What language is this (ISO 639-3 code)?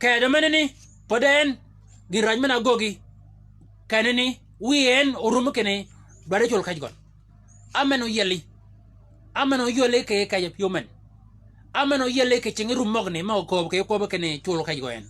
shk